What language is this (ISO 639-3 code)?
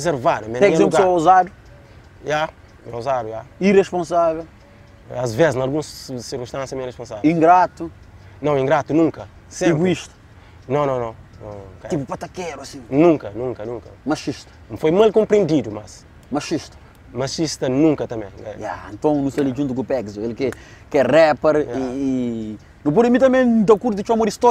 kea